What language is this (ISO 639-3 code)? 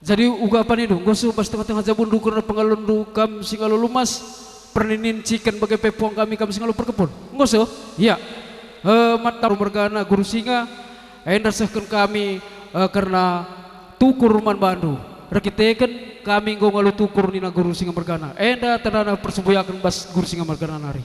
btx